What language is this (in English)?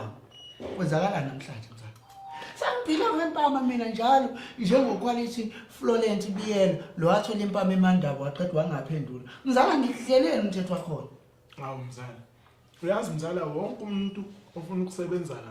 Zulu